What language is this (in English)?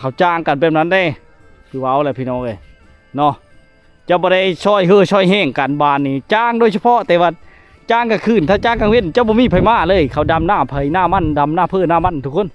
Lao